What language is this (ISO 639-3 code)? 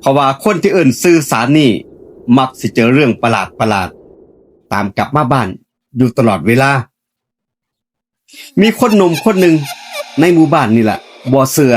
lao